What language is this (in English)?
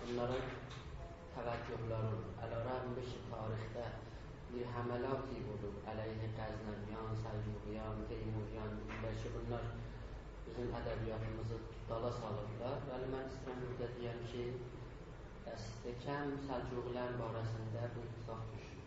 South Azerbaijani